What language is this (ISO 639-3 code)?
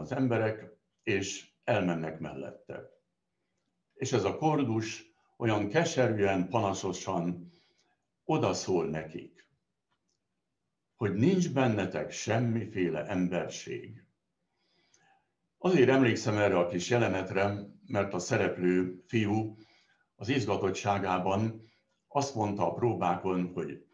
hun